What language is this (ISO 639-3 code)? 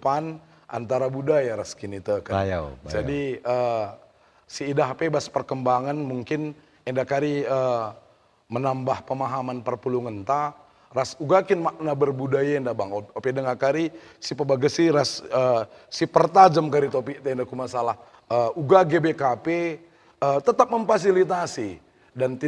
btx